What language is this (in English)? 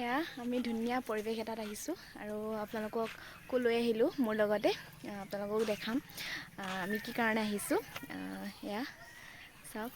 Assamese